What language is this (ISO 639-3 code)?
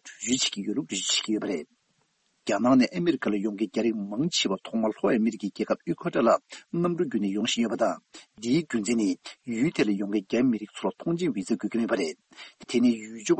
bod